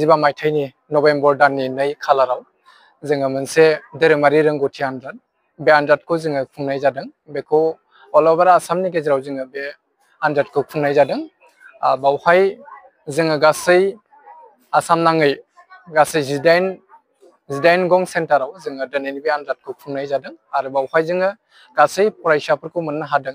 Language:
Bodo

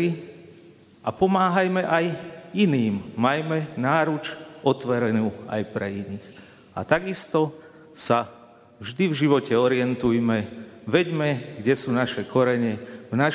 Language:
Slovak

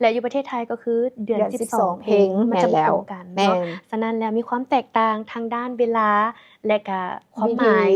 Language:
Lao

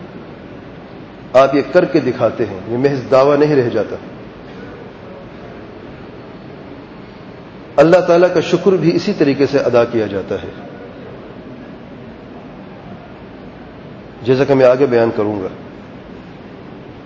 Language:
Urdu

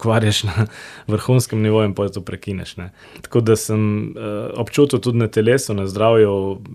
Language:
Slovenian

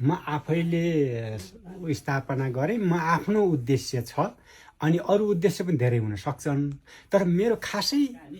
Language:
Nepali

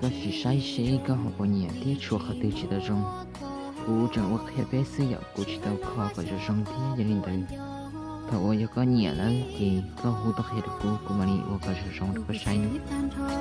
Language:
Hmong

